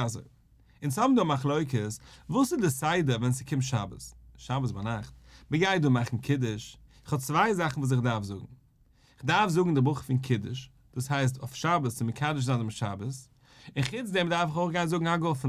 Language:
Yiddish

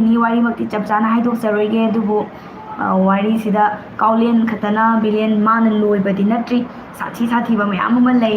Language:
Manipuri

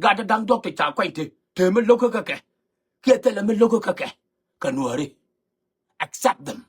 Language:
Nuer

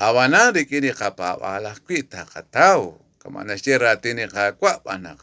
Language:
Kekchí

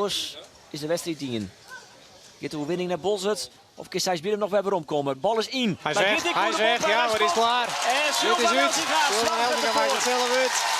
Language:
Western Frisian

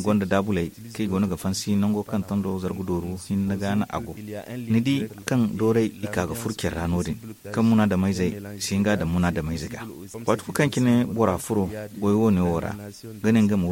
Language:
Zarma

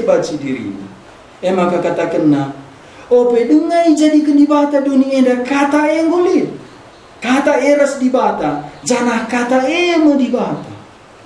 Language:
Batak Karo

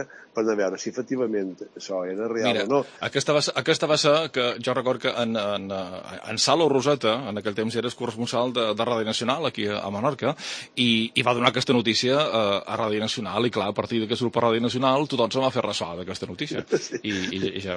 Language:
Catalan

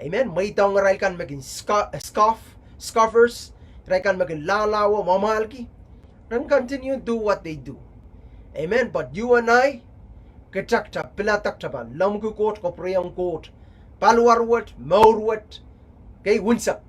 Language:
Pohnpeian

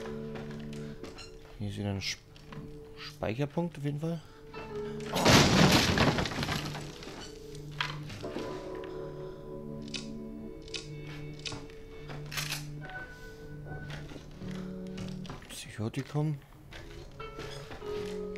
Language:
German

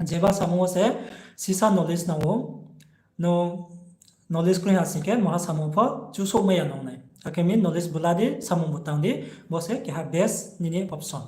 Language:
Riang (India)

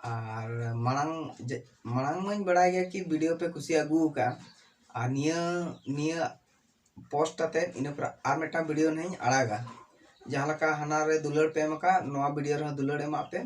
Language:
Santali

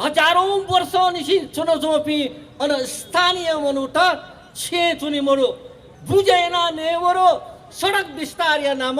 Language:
Newari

